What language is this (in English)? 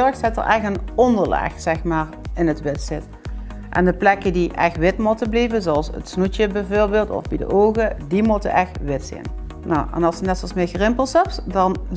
Limburgish